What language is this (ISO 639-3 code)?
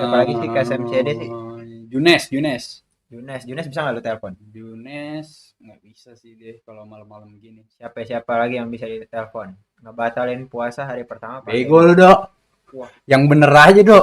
bew